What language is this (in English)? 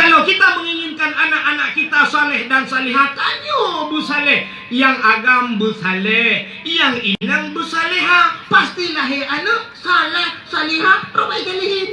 Achinese